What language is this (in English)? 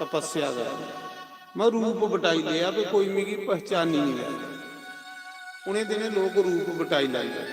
Dogri